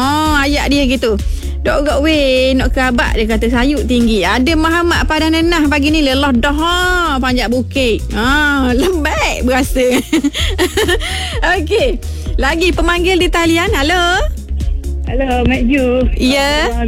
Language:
Malay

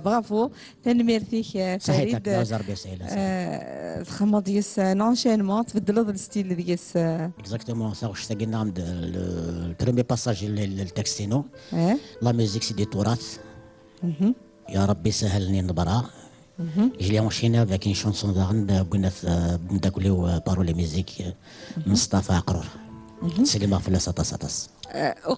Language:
Kabyle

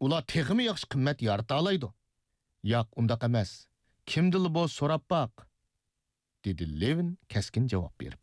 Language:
Uyghur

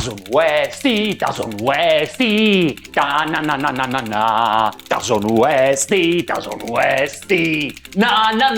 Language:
Sardinian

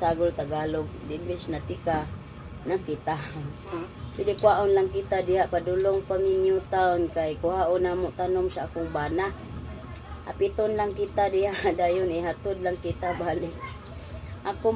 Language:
Cebuano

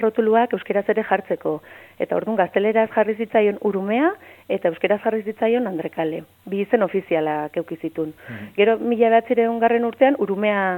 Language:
Basque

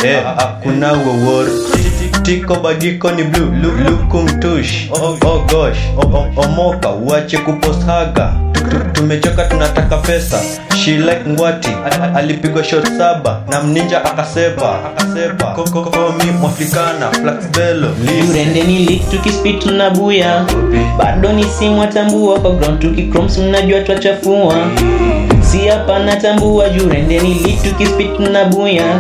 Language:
Swahili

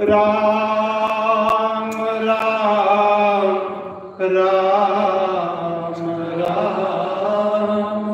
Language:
Dogri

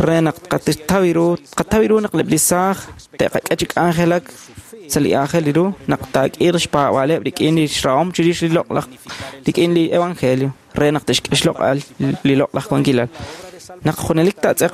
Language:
Kekchí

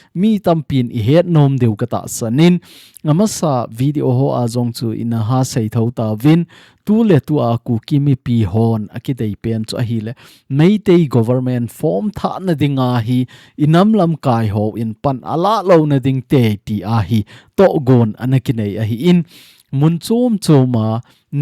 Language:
Thado Chin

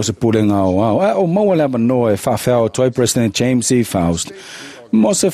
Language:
Samoan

